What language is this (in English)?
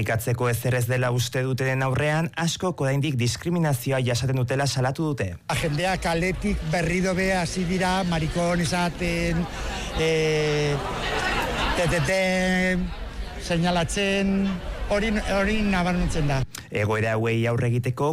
Basque